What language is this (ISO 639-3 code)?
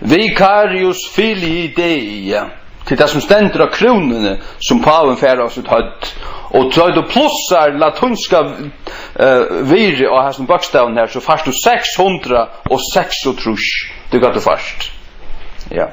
fao